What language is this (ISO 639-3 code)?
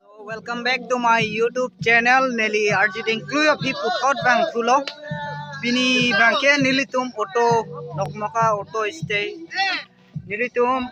mjw